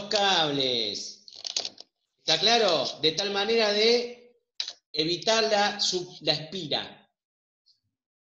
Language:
Spanish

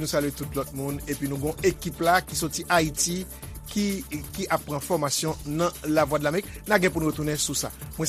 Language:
Haitian Creole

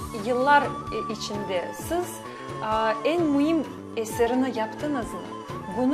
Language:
Crimean Tatar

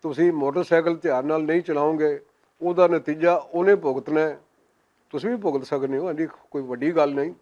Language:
Western Panjabi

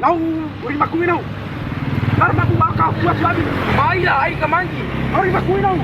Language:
Bima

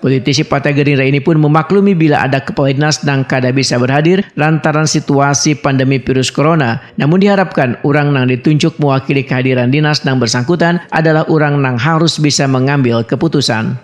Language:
Banjar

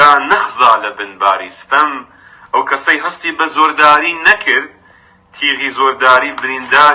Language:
Central Kurdish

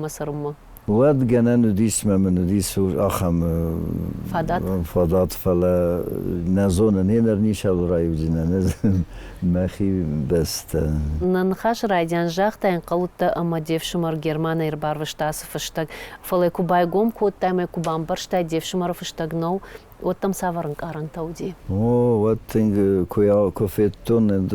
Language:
Ossetic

